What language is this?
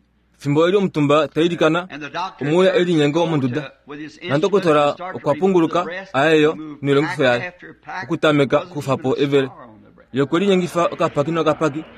Kuanyama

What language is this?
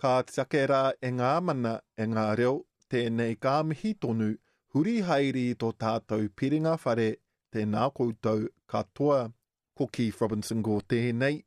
Māori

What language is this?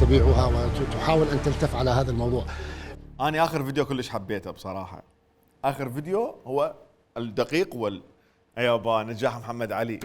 Mesopotamian Arabic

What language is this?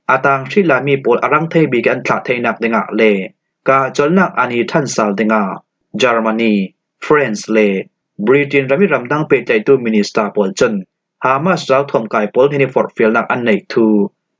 Falam Chin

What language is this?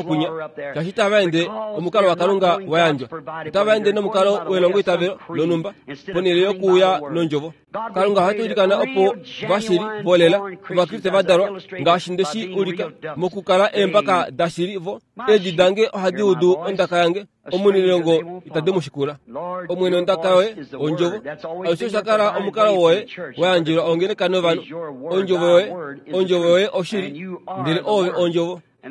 Kuanyama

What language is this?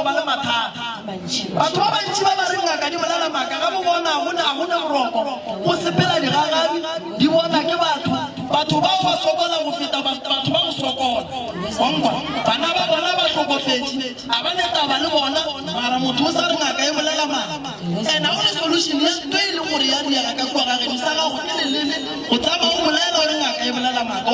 Northern Sotho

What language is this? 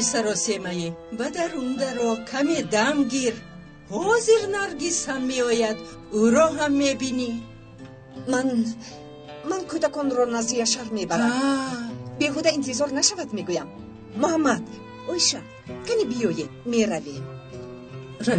Tajik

